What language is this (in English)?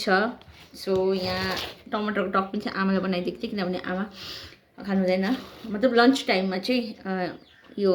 Nepali